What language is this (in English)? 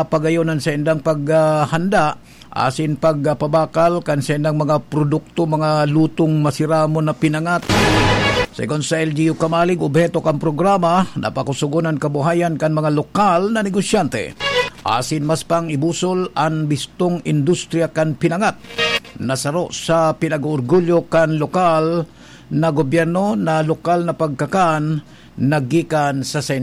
Bikol